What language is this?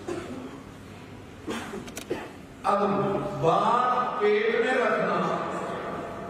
Urdu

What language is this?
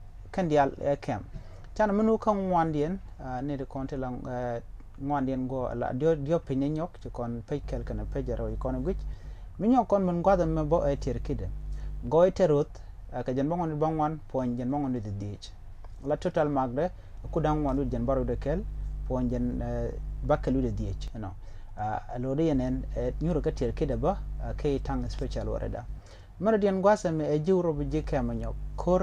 Nuer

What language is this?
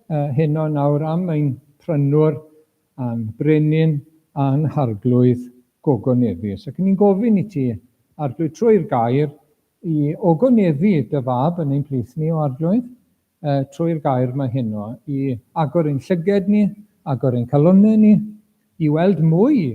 Welsh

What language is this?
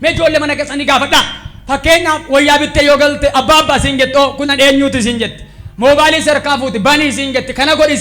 Oromo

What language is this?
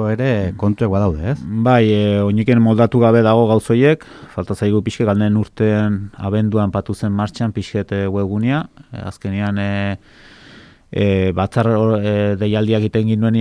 Basque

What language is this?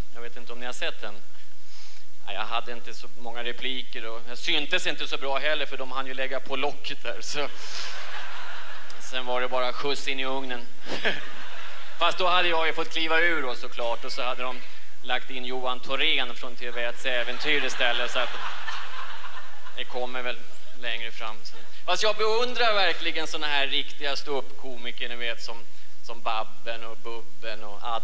Swedish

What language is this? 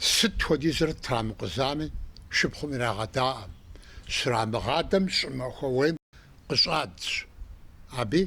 Kabardian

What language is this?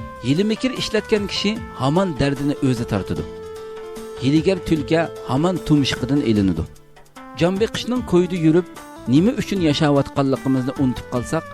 Uyghur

